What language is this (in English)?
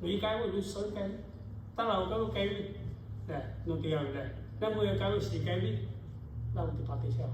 Lahu